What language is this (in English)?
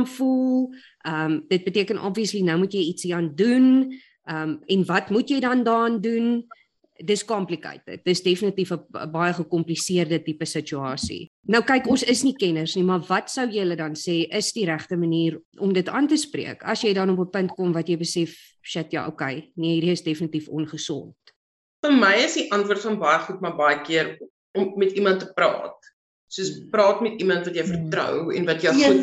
Afrikaans